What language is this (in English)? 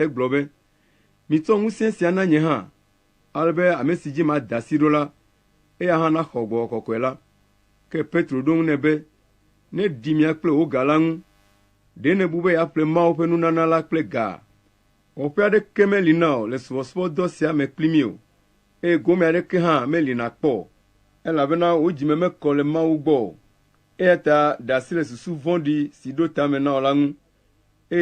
Ewe